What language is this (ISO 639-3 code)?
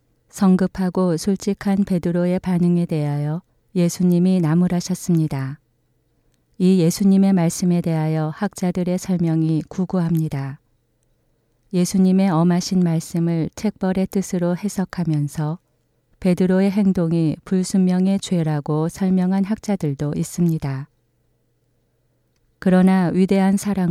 kor